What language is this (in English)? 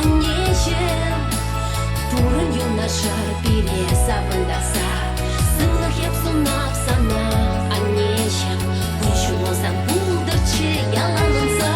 Chuvash